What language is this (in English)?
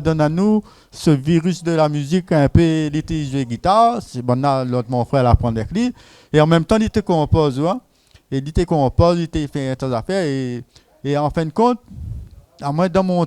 Réunion Creole French